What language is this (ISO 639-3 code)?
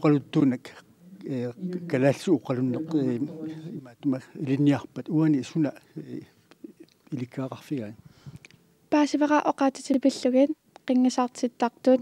kal